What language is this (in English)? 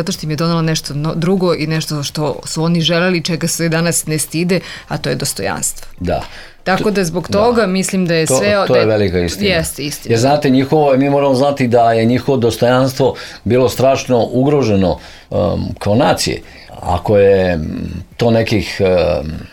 Serbian